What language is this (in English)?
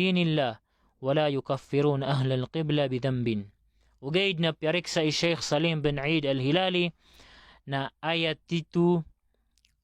Maranao